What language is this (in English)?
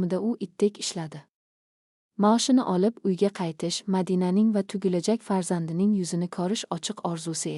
Uzbek